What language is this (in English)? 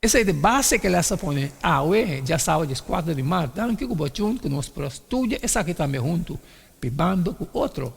Papiamento